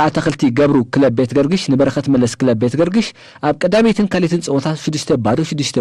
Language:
Tigrinya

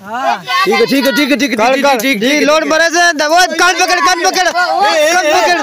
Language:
Saraiki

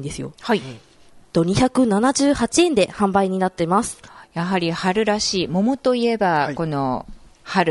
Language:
Japanese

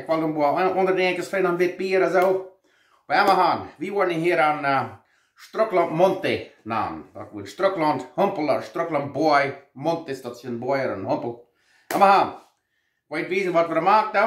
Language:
Plautdietsch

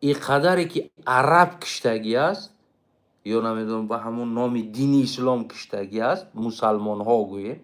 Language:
Tajik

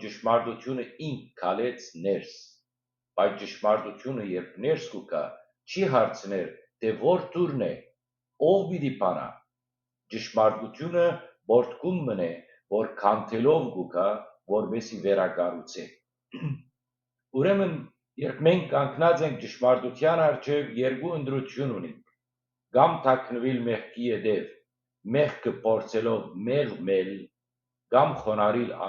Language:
Western Armenian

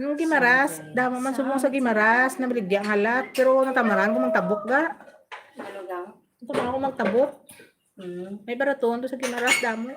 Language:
Hiligaynon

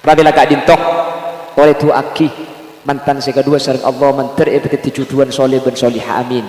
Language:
Madurese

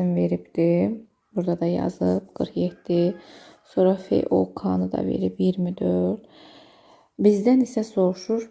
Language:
Azerbaijani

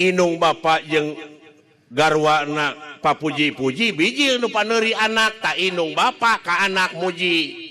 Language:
Sundanese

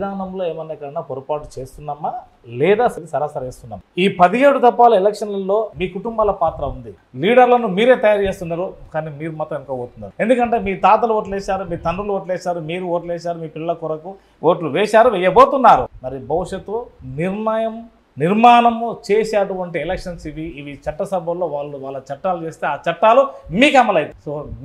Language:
Telugu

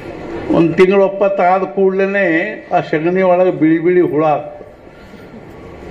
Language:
Kannada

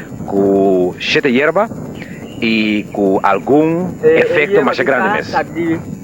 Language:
Papiamento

